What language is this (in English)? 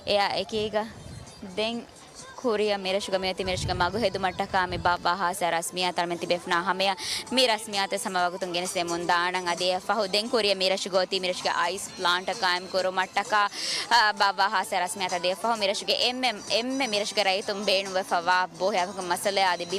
Divehi